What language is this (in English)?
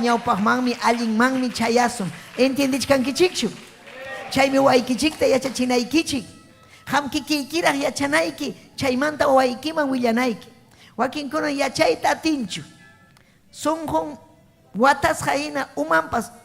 Ayacucho Quechua